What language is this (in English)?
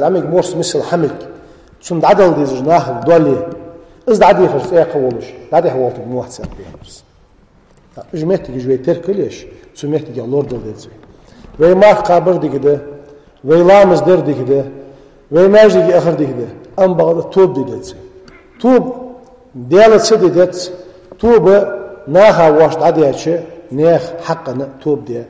Ingush